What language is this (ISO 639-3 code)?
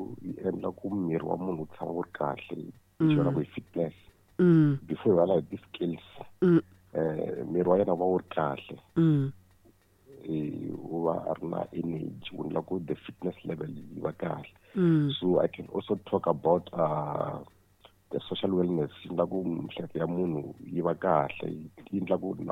tso